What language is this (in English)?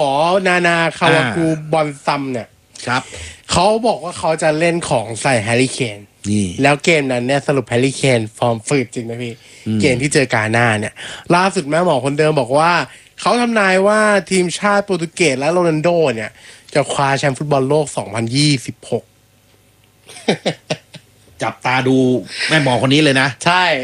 Thai